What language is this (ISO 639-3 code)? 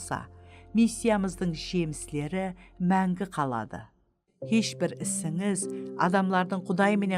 kaa